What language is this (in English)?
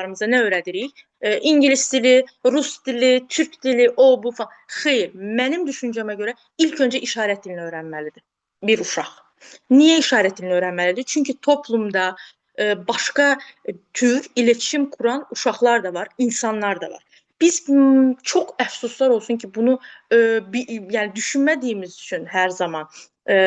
Azerbaijani